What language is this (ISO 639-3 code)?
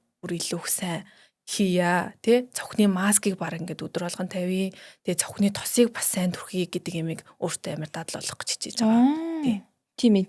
mon